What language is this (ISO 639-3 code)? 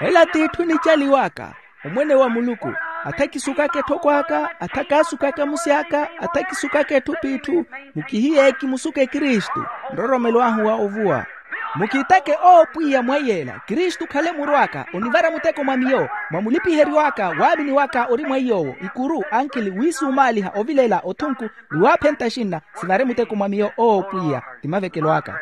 vmw